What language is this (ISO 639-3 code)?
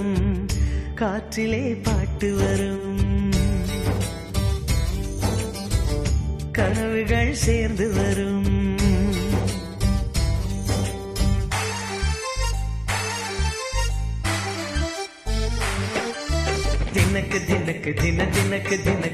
tam